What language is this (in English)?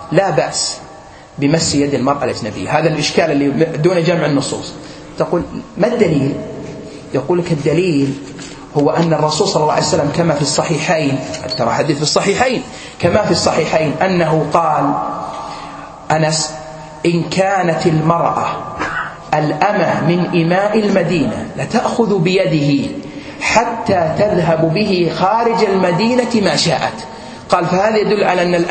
Arabic